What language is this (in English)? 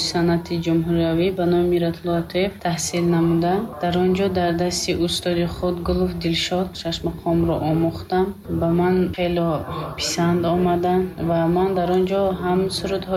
Tajik